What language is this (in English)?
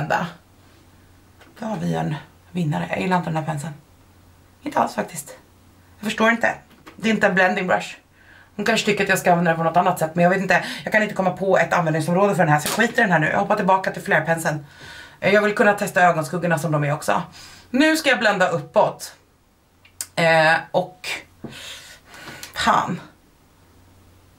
Swedish